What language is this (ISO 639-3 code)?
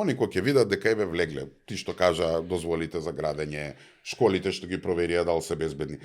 mkd